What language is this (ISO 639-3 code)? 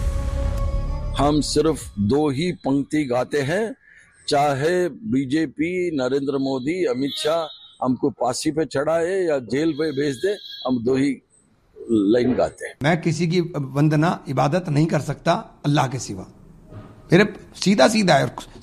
hin